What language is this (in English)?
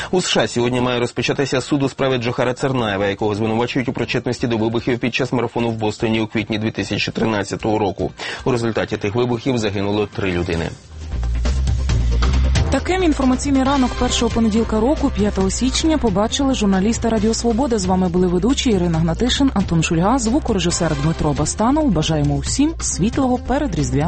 Ukrainian